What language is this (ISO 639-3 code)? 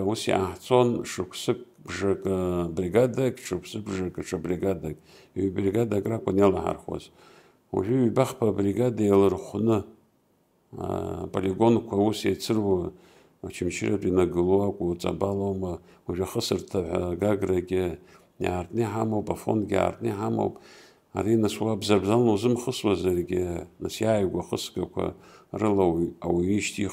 abk